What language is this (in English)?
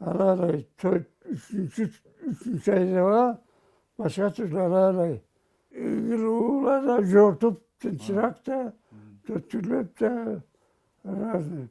Karachay-Balkar